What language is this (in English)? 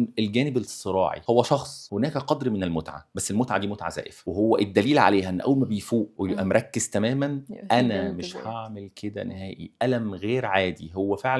Egyptian Arabic